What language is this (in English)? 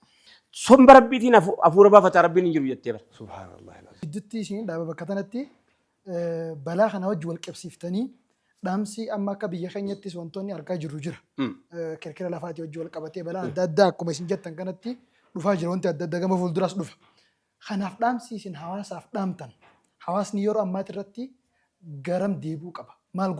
Oromo